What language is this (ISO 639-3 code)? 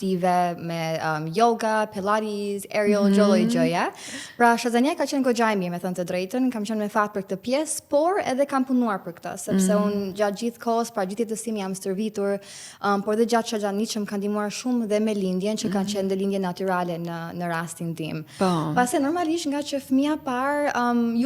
sqi